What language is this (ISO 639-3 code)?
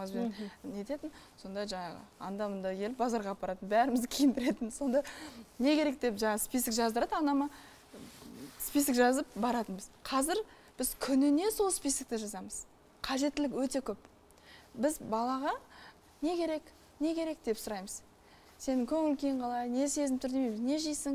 kaz